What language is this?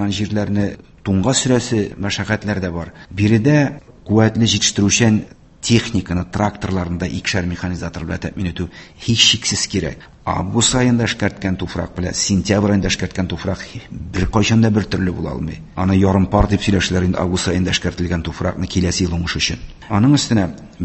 Tatar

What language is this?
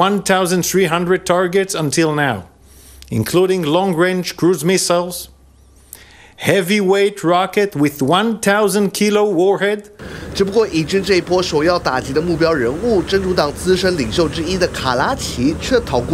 Chinese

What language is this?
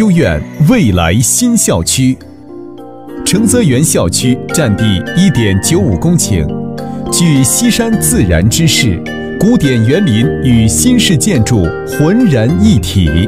Chinese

